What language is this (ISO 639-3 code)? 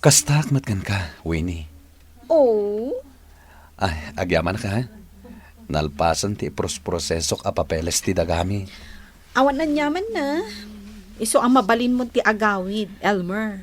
ilo